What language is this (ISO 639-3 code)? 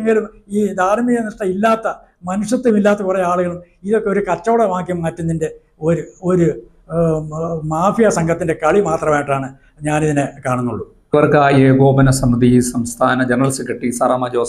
mal